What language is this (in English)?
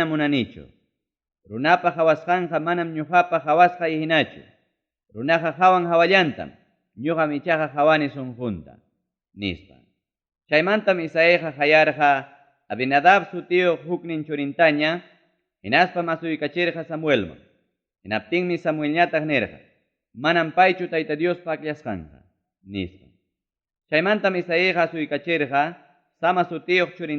Ayacucho Quechua